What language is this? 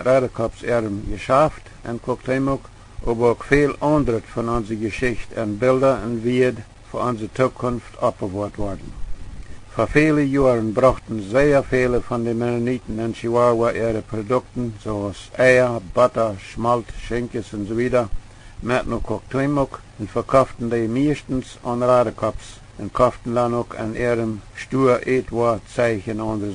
Plautdietsch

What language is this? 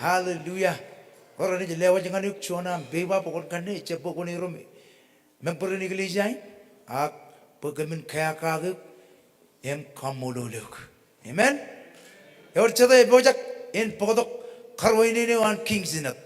Marshallese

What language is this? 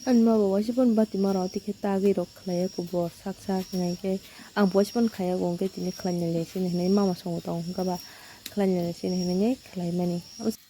Kok Borok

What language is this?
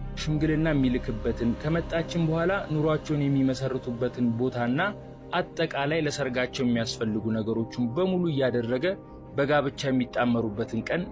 Amharic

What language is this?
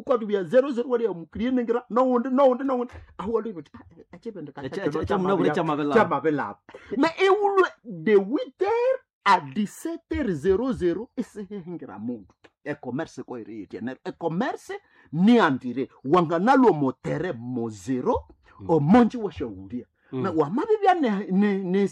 Nande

